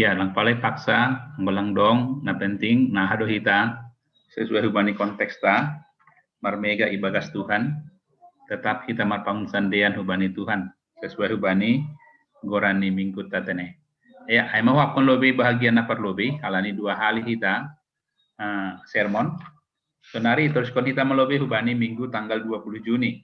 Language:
Batak Simalungun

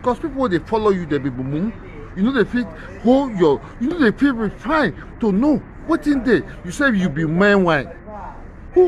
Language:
Nigerian Pidgin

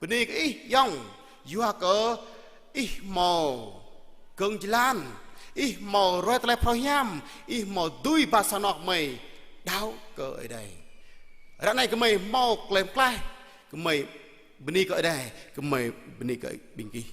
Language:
Jarai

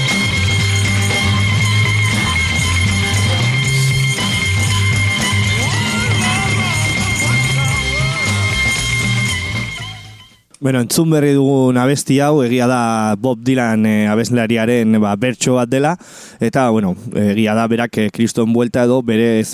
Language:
Basque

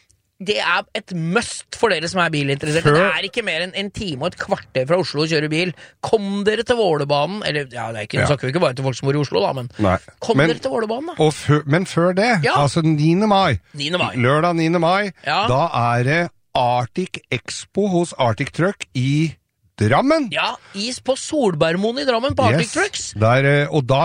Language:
Norwegian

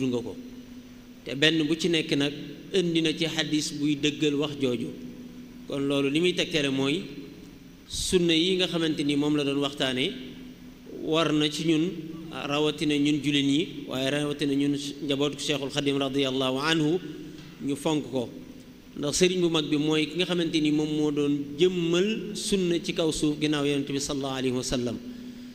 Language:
Wolof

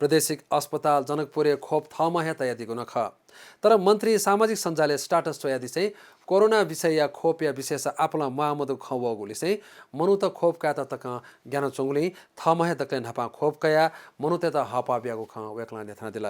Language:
Newari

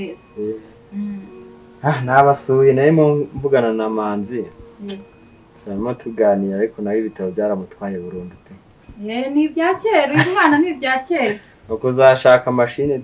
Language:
Kinyarwanda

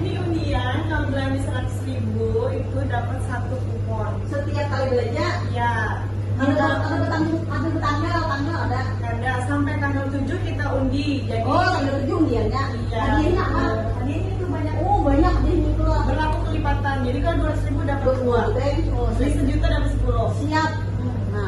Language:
Banjar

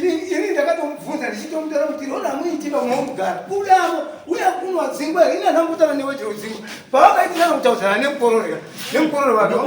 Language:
Shona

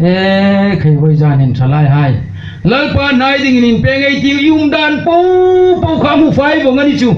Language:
Hmar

